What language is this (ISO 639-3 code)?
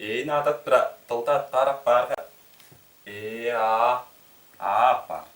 tyv